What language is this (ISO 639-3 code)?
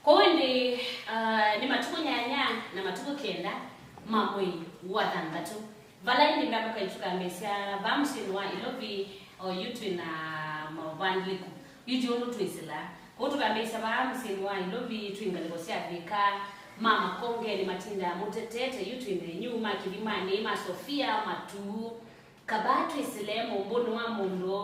kam